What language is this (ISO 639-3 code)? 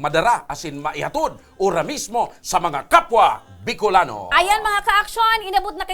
bik